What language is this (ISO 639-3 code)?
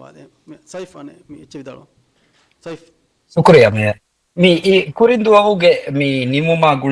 div